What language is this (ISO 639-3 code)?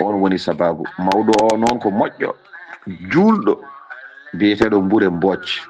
ful